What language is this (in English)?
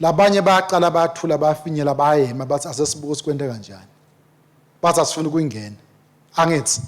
Swati